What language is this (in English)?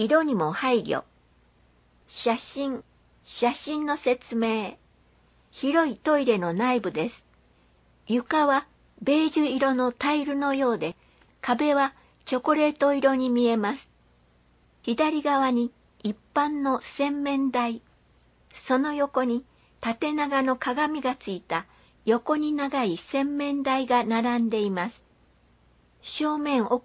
Japanese